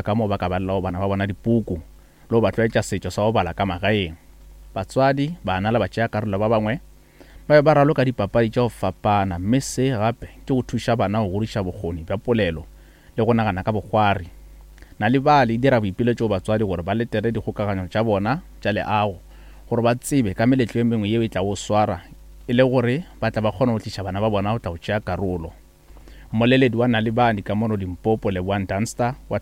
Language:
Northern Sotho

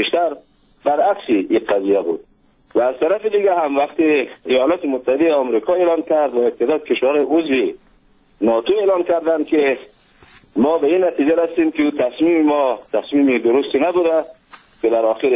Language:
Persian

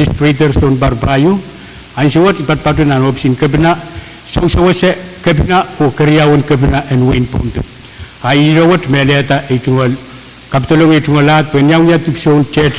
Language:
Pohnpeian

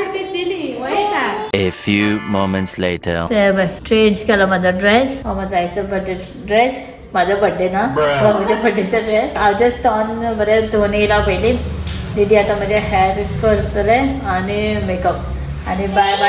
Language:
Konkani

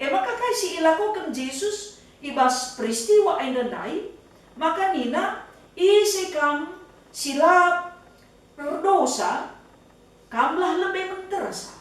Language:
Batak Karo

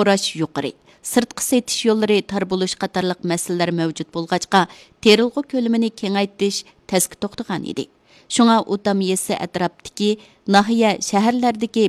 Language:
Uyghur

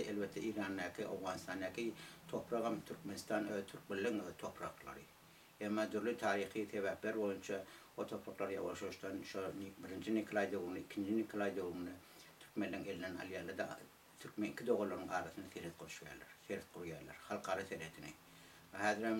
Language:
Turkmen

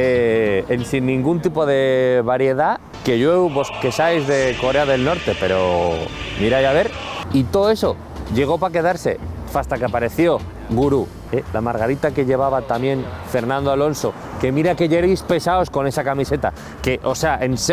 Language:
Asturian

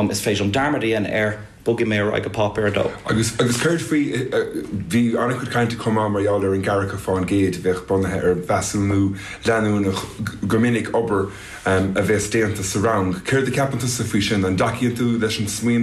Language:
Irish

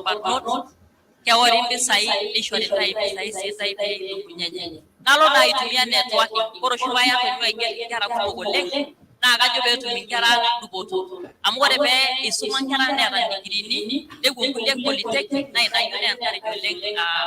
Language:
Masai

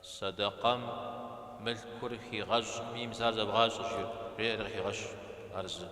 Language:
Kabardian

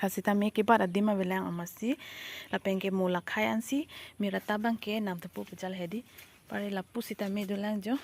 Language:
Karbi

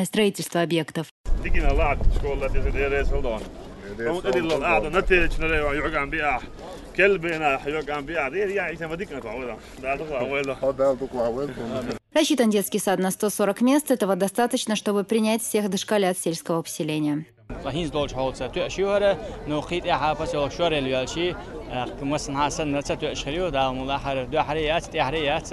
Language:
Chechen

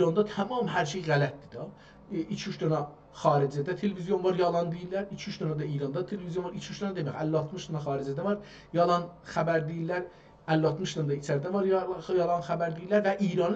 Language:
South Azerbaijani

